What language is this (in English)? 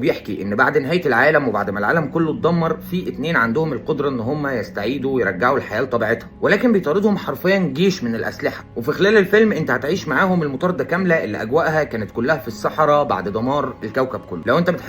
Egyptian Arabic